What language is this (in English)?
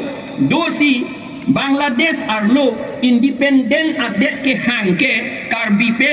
Karbi